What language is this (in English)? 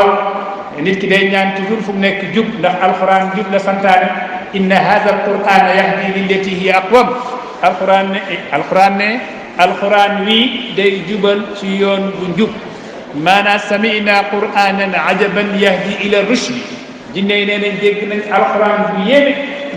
Wolof